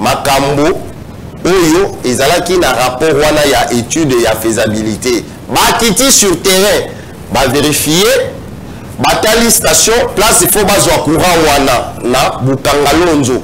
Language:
Lingala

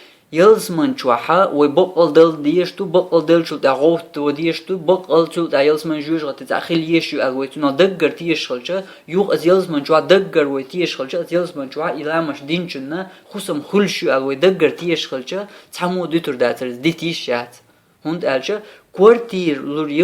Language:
Chechen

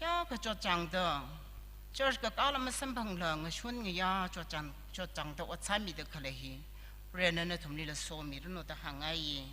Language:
Tangkhul Naga (India)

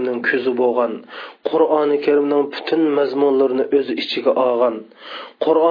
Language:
Uyghur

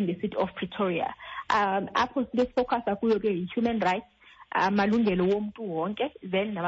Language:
Xhosa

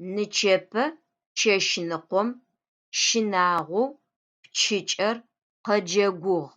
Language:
Adyghe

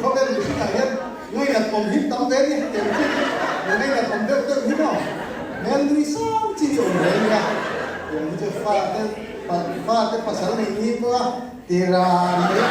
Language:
Mizo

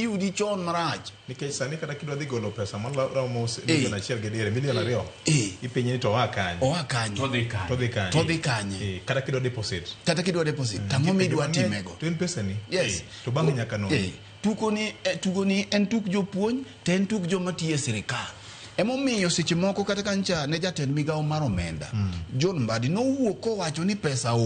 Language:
Luo (Kenya and Tanzania)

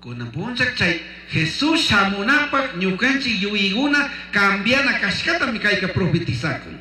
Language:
Chimborazo Highland Quichua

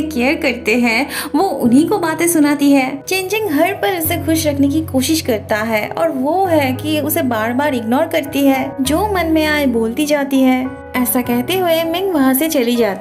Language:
Hindi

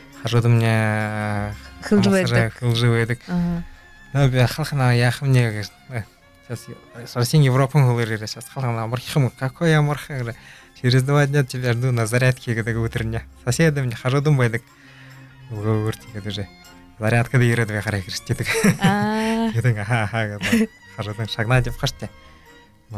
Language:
Buriat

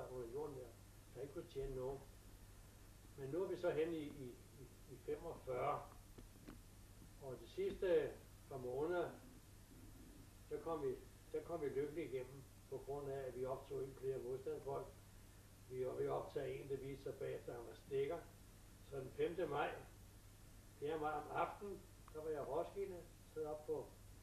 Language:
Danish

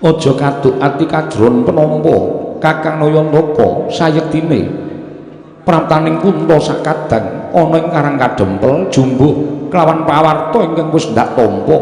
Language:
Javanese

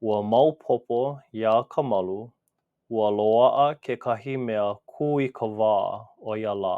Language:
Hawaiian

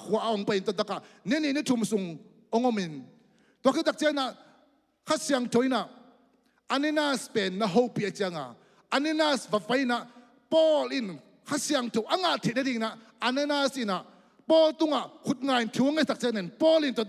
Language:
Tedim Chin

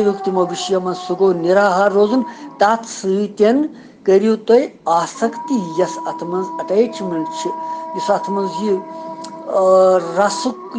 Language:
Kashmiri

